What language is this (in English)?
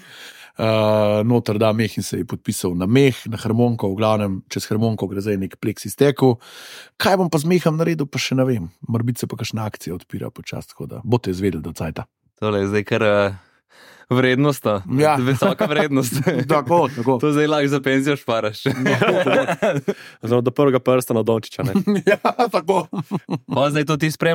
Slovenian